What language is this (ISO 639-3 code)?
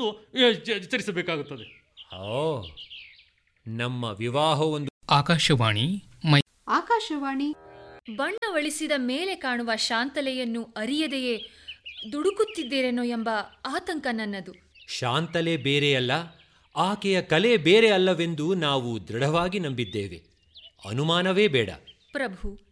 kan